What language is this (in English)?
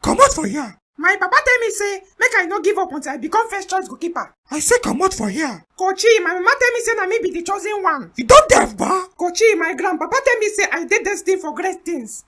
Nigerian Pidgin